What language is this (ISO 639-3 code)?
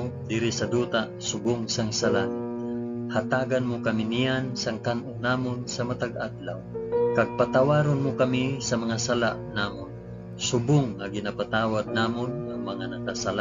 hil